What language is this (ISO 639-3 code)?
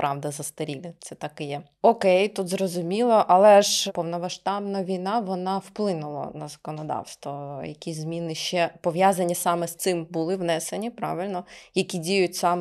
ukr